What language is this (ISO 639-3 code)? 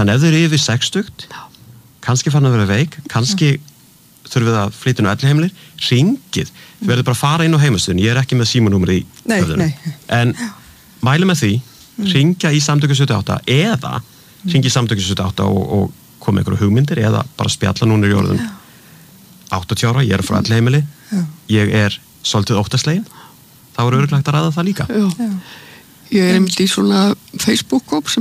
isl